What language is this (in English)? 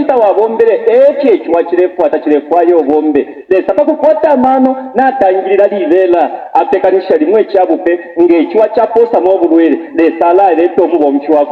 Bemba